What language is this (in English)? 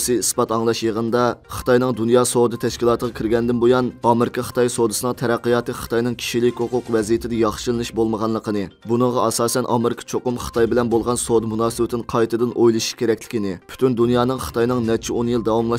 Uyghur